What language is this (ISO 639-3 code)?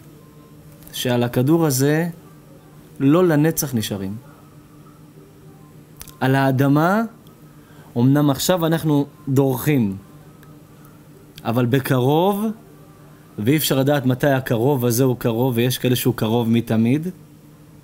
heb